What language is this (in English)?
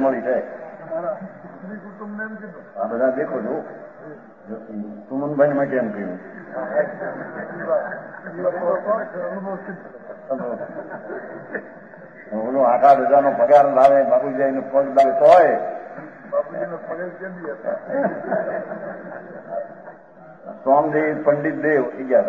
Gujarati